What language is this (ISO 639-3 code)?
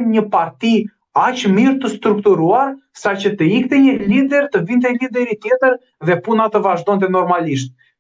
sqi